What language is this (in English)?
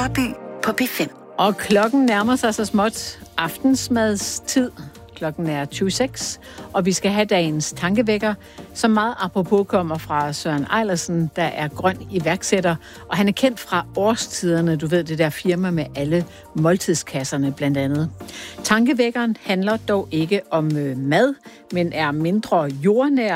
Danish